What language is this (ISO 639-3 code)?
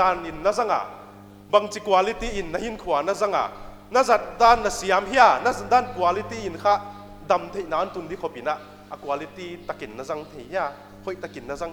pck